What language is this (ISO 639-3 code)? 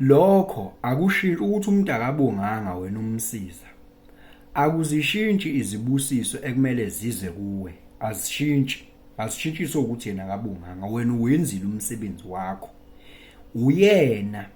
zul